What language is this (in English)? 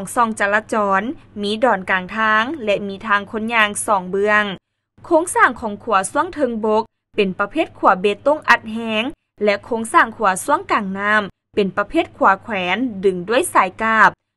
Lao